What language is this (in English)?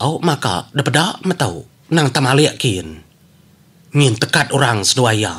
Iban